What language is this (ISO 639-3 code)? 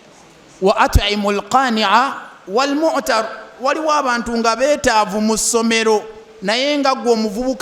lug